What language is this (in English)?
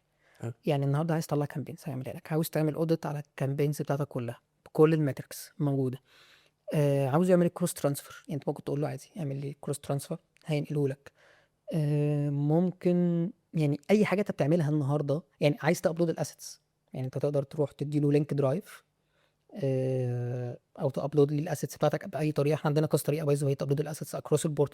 Egyptian Arabic